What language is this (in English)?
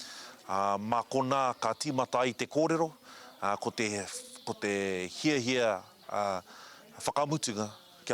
Māori